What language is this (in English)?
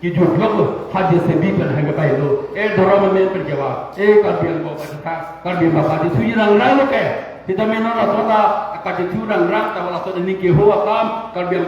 Karbi